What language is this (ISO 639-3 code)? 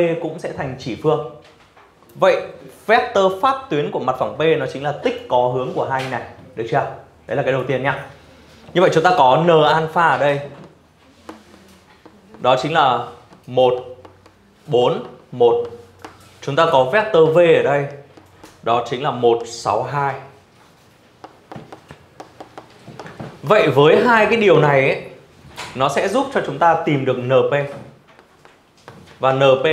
vie